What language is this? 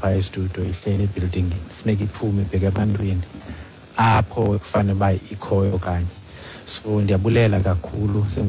Xhosa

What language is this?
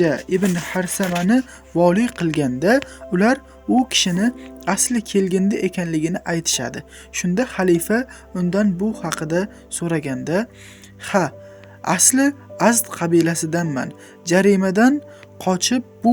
Uzbek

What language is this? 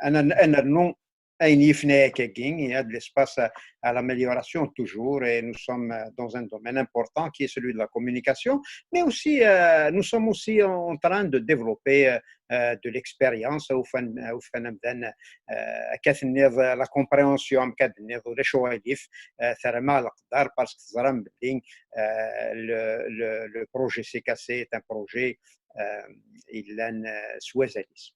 Kabyle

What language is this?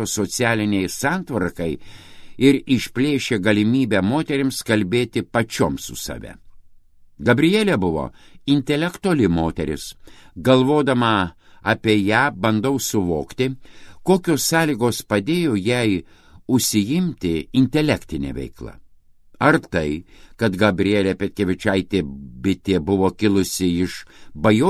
Lithuanian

